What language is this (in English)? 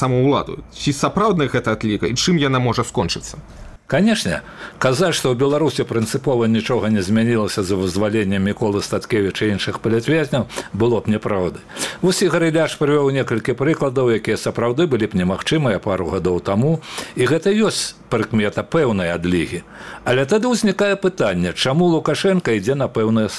Belarusian